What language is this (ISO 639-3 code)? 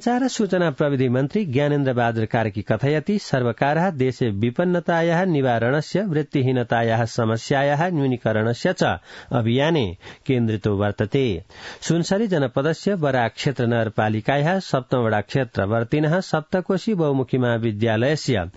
san